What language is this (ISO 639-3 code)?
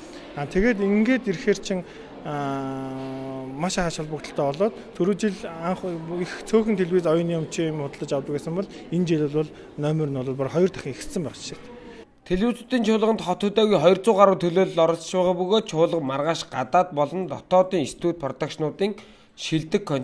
mon